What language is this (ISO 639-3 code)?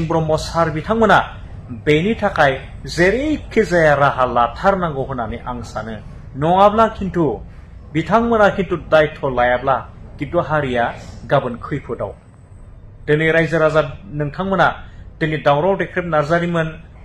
brx